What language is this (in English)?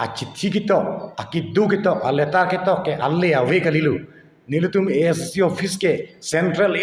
Karbi